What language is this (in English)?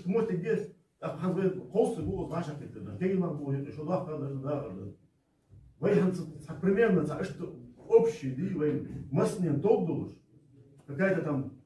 Ingush